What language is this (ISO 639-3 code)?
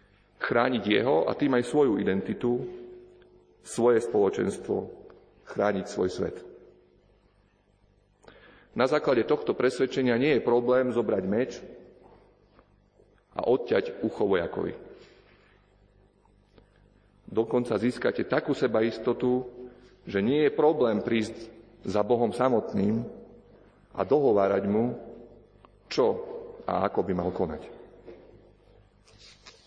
slk